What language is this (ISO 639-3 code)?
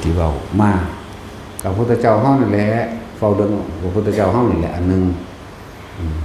tts